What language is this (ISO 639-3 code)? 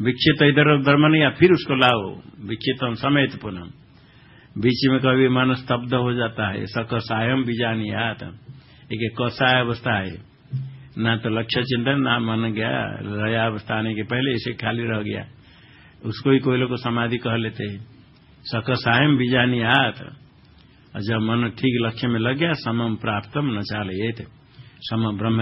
hin